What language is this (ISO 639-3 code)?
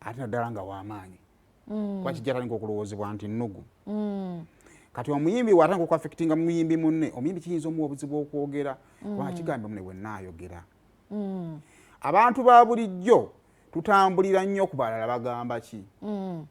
lug